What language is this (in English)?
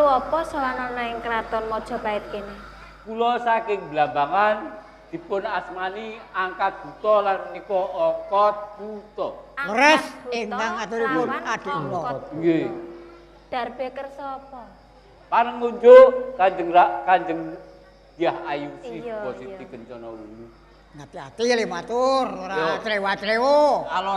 Javanese